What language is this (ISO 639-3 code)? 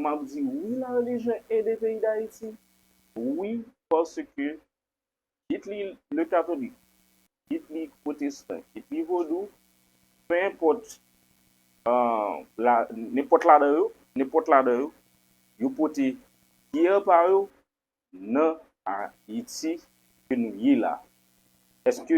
hat